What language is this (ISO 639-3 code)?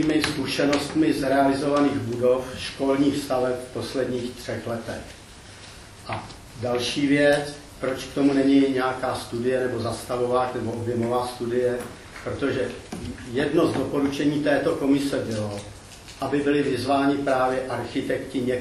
ces